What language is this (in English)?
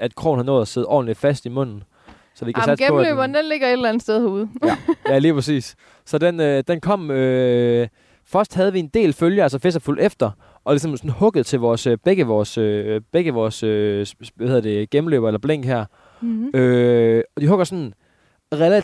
Danish